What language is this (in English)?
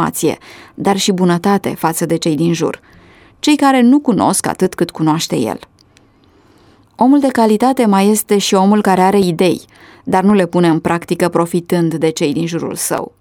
Romanian